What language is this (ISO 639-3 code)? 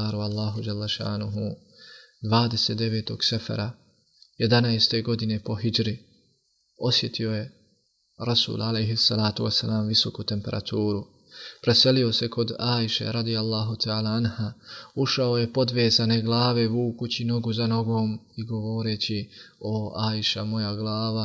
bos